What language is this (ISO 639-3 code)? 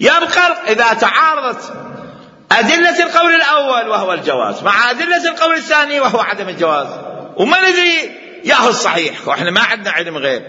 acm